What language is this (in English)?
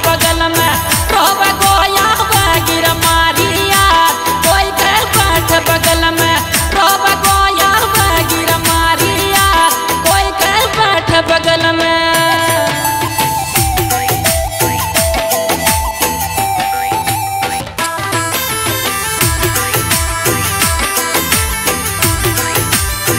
Rajasthani